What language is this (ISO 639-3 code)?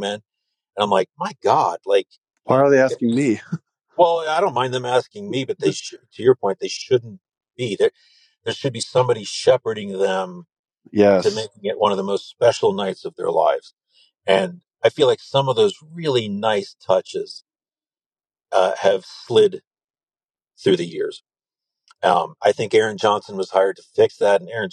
eng